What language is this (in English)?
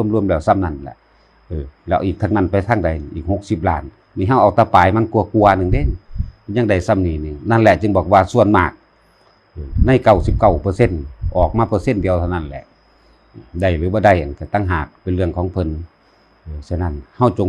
Lao